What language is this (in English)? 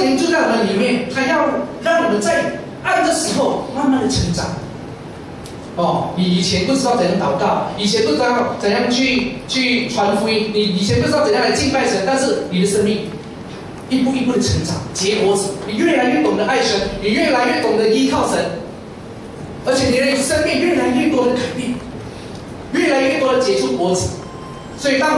Chinese